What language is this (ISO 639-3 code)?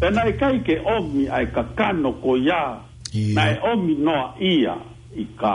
ton